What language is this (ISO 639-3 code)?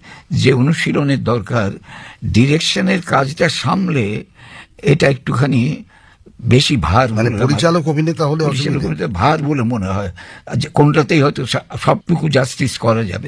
ben